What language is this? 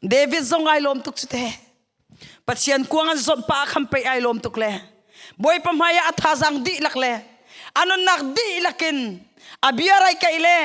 Hakha Chin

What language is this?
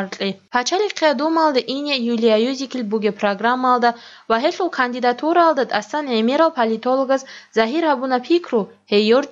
Avaric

